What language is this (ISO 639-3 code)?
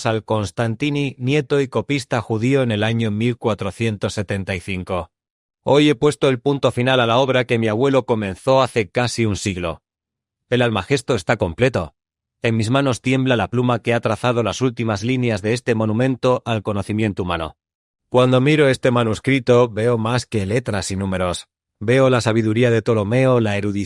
lad